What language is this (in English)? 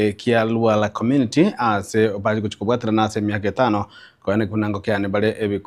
Gusii